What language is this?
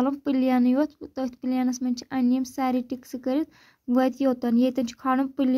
Kashmiri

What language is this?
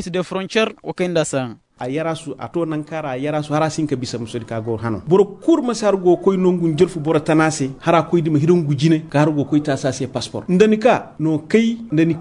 Koyraboro Senni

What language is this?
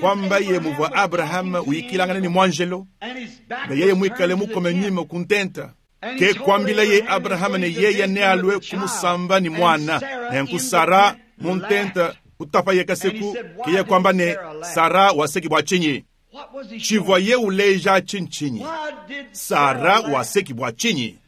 Luba-Lulua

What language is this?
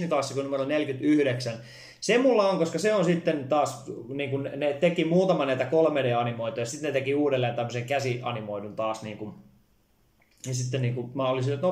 Finnish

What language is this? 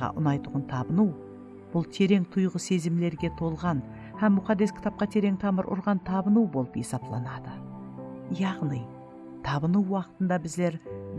Kara-Kalpak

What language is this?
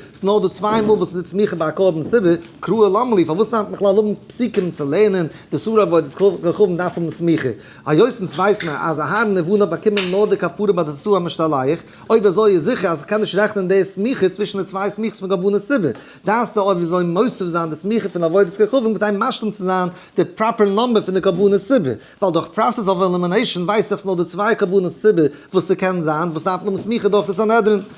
Yiddish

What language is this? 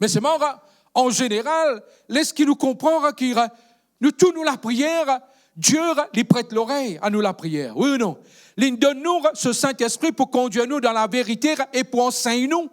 Morisyen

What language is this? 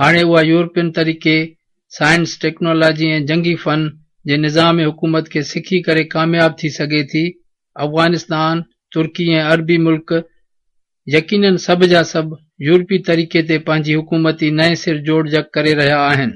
Sindhi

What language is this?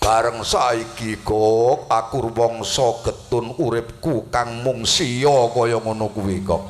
Javanese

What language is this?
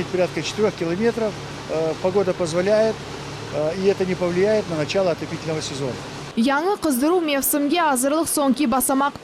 Crimean Tatar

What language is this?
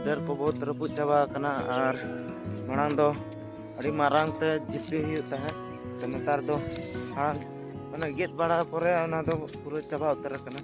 Santali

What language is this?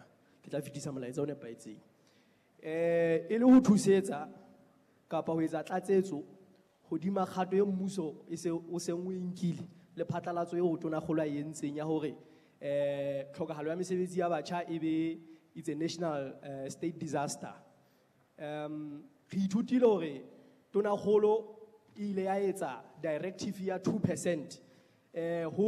Southern Sotho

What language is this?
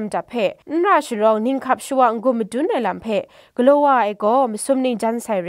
Kachin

